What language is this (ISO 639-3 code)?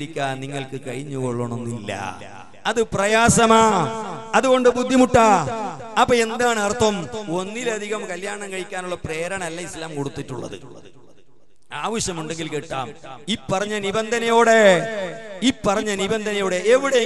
mal